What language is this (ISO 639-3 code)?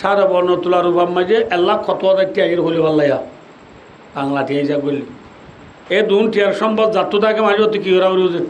rhg